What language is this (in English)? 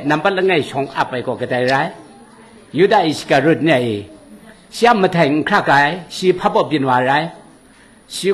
Kachin